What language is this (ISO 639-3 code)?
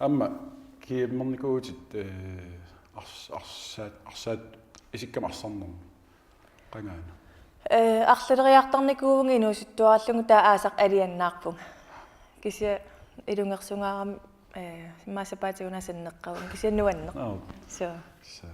kal